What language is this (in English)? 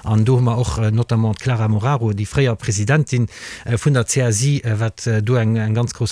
Luxembourgish